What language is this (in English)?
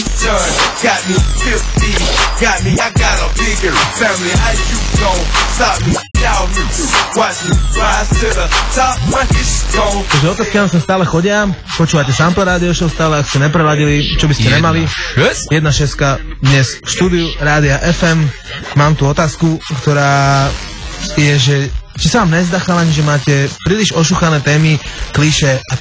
Slovak